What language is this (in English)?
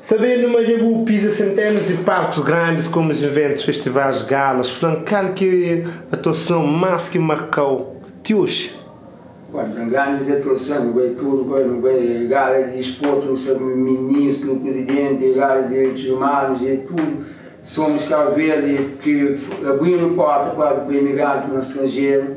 Kabuverdianu